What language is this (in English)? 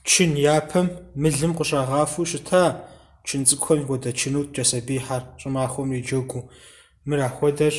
Kabardian